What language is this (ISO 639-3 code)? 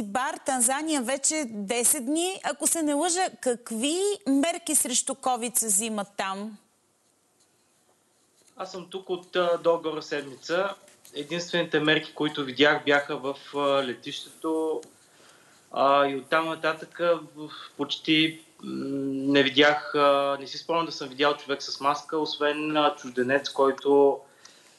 bul